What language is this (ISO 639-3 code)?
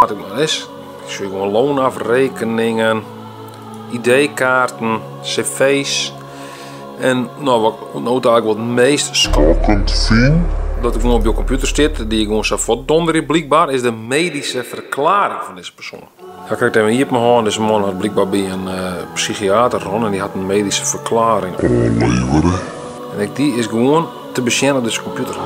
fry